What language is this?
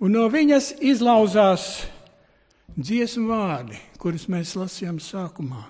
Latvian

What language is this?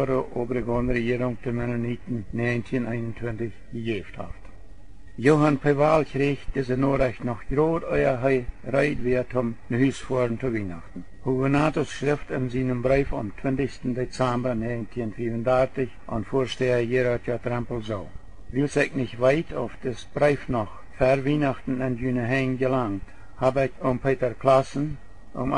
Plautdietsch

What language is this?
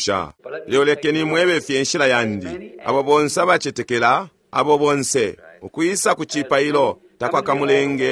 Bemba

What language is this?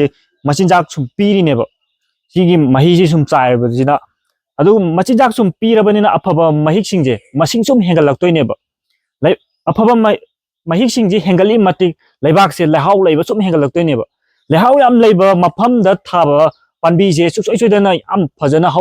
Manipuri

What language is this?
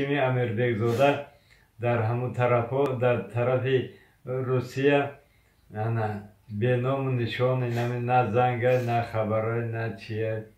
Tajik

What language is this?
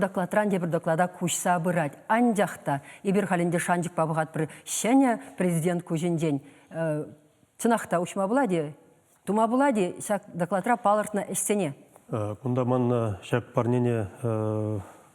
Chuvash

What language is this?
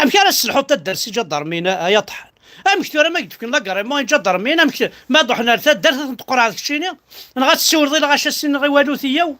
Kabyle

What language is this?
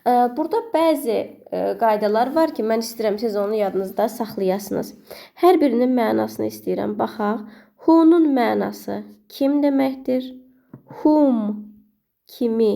Azerbaijani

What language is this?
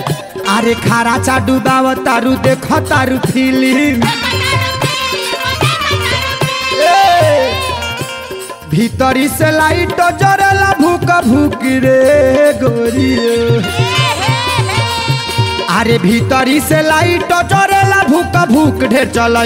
Bhojpuri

